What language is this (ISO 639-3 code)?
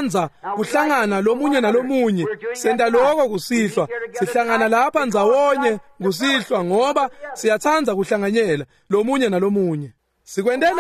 ssw